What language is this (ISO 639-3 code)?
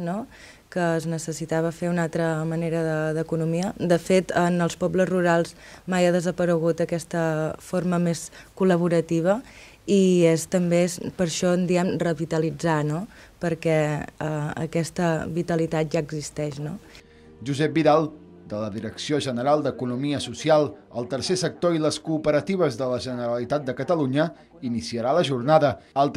cat